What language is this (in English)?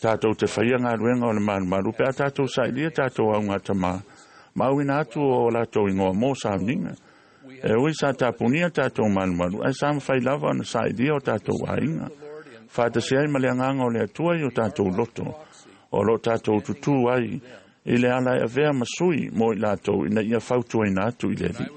Samoan